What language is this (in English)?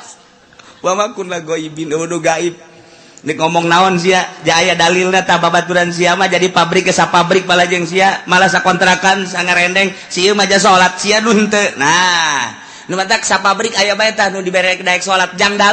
Sundanese